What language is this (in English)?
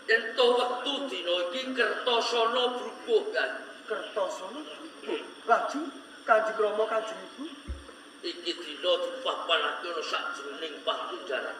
Javanese